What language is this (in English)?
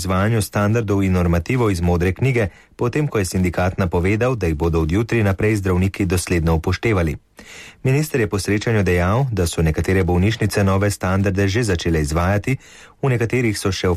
Slovenian